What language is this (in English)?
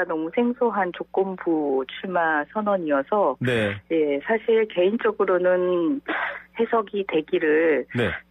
Korean